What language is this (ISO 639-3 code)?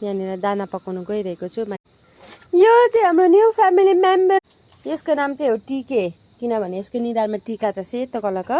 nep